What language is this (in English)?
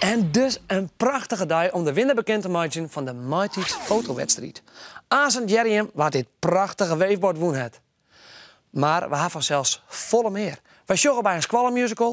Western Frisian